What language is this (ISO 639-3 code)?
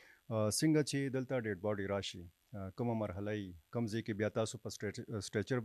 pus